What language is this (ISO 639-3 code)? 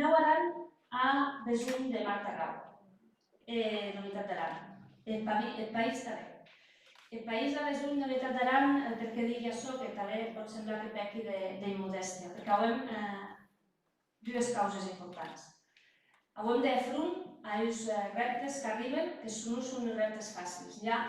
oci